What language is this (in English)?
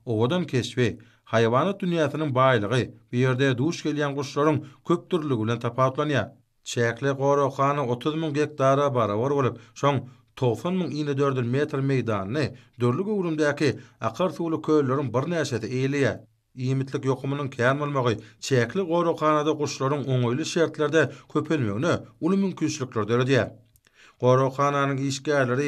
Turkmen